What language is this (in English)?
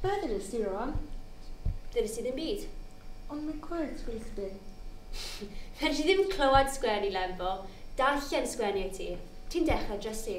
Welsh